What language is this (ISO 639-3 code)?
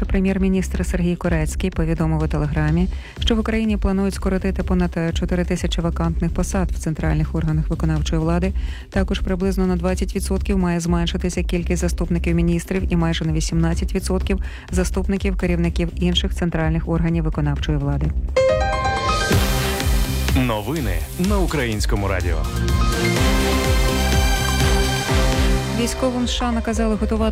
ukr